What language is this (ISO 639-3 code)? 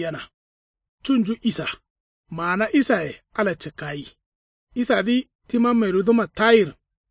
kau